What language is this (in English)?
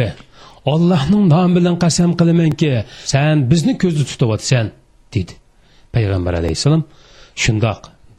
Uyghur